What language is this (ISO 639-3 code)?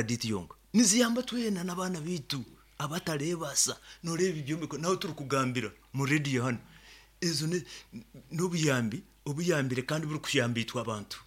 nyn